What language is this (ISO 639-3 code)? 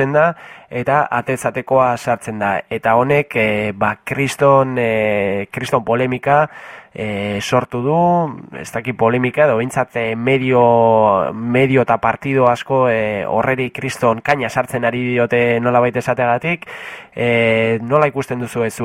eus